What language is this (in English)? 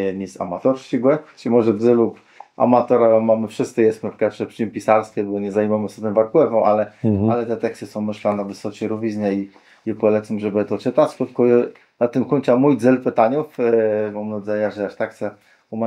Kashubian